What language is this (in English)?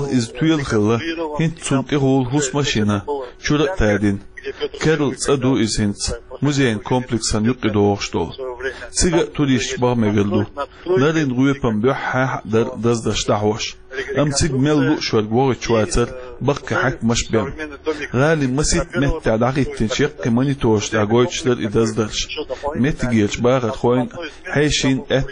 Chechen